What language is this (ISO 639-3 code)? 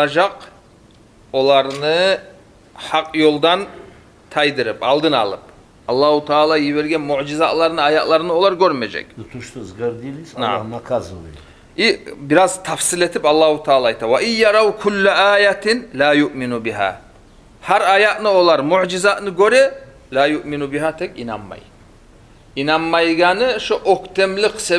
kum